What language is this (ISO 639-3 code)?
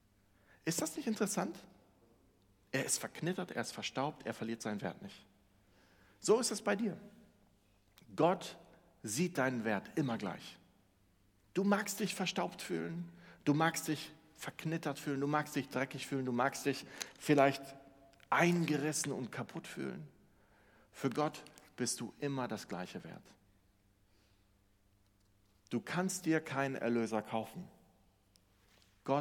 deu